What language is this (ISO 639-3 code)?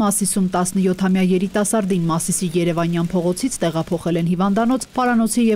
hye